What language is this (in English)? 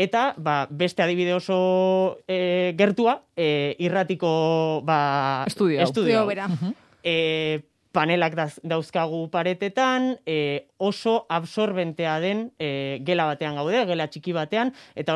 Basque